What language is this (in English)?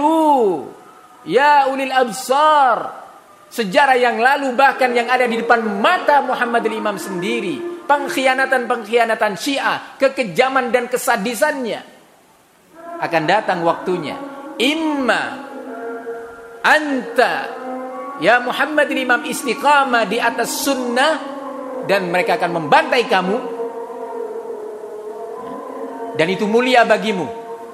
Indonesian